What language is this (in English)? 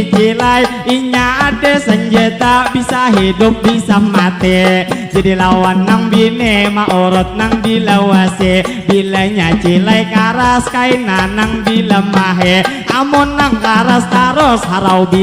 Banjar